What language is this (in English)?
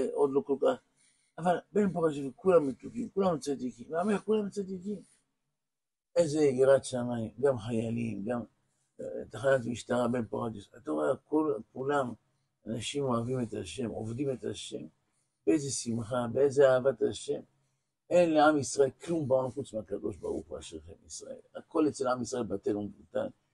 Hebrew